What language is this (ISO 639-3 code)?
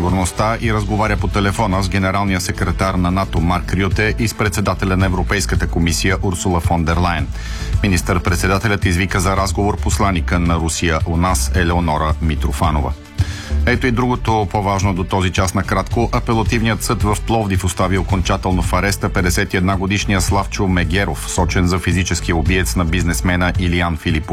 bul